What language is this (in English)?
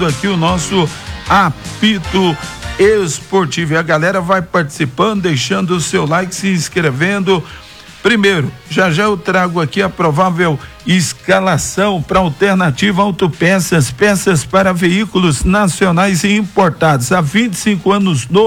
Portuguese